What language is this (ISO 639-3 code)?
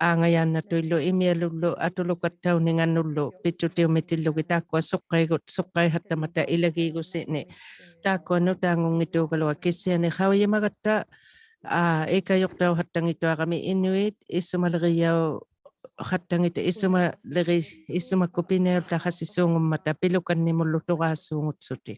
iku